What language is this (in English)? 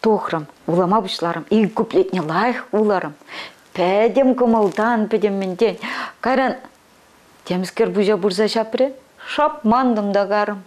Chuvash